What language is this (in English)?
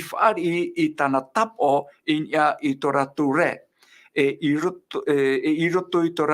Tahitian